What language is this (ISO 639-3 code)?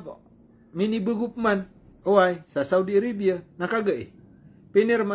mrw